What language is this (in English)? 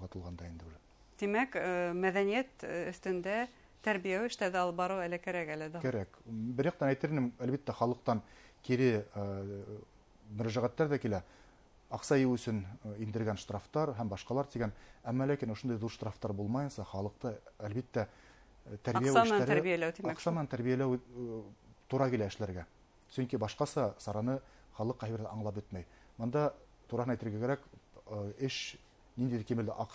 Bashkir